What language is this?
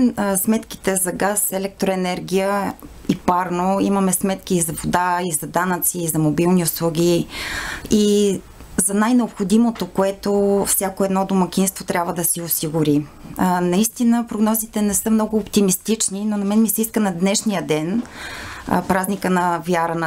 Bulgarian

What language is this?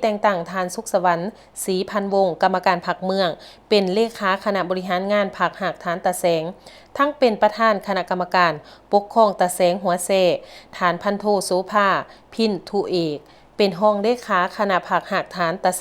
Lao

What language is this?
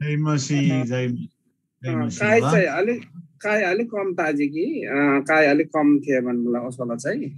Eastern Tamang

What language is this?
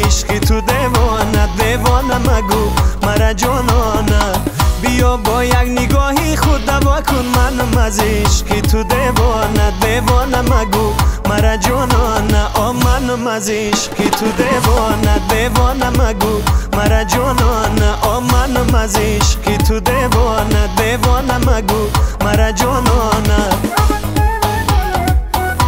Persian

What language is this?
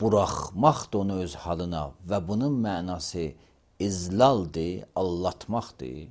Azerbaijani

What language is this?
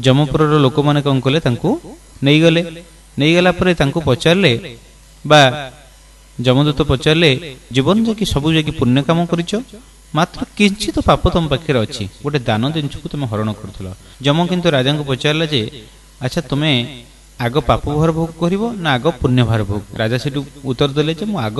Odia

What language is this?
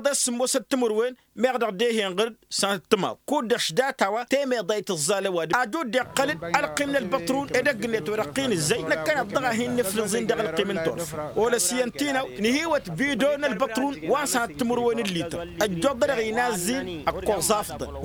Tamasheq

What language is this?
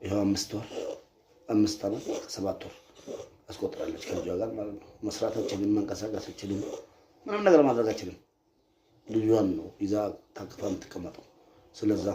Amharic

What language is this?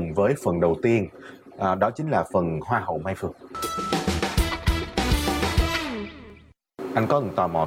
Vietnamese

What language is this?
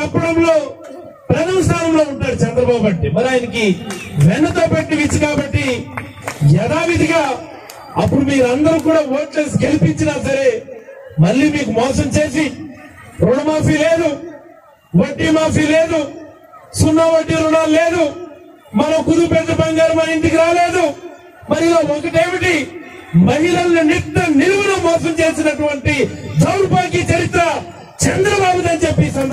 Telugu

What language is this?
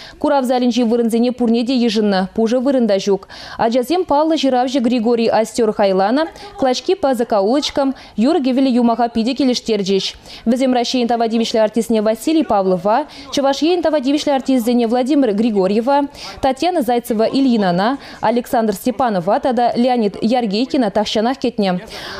Chuvash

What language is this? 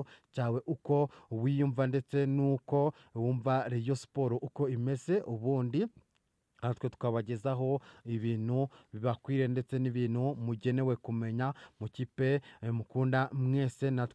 Kinyarwanda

